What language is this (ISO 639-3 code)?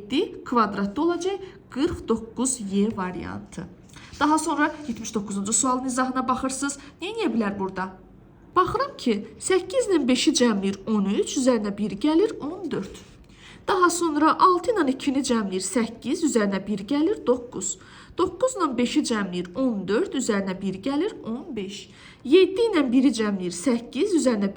aze